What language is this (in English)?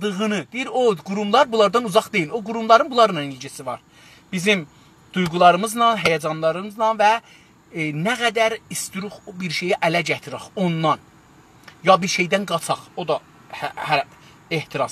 South Azerbaijani